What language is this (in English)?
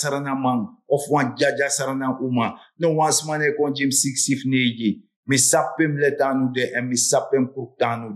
Sranan Tongo